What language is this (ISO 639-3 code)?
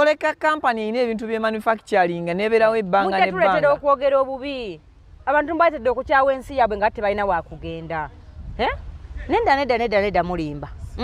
lug